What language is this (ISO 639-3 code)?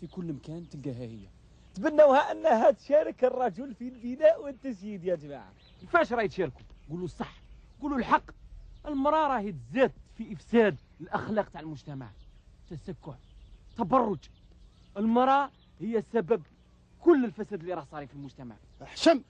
arq